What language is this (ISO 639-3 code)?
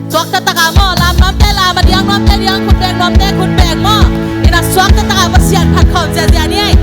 ctd